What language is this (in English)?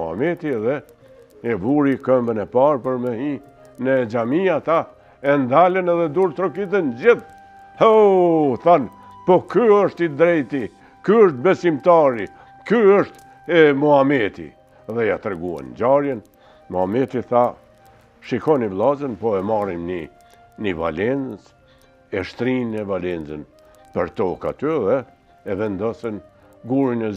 Albanian